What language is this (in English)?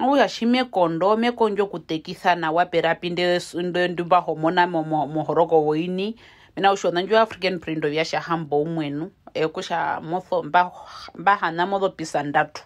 Herero